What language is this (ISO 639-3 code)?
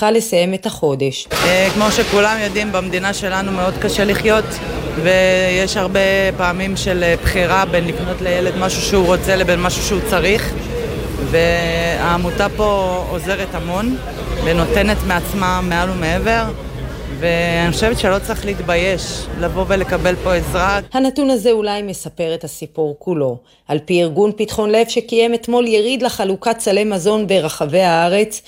heb